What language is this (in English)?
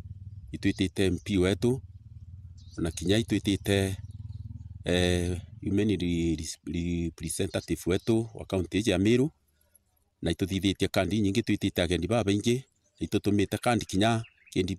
Meru